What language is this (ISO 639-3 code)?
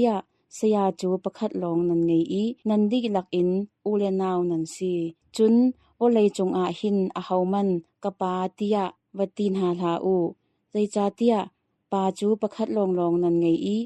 cnh